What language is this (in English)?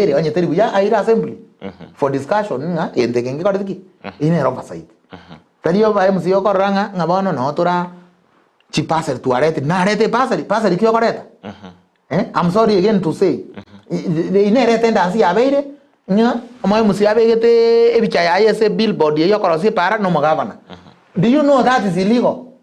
Gusii